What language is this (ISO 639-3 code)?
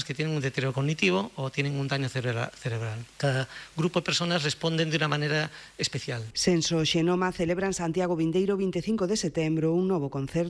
glg